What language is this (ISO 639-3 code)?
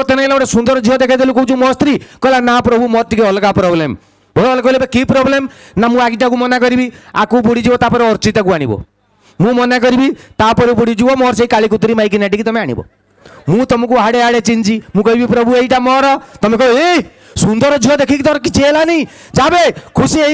ori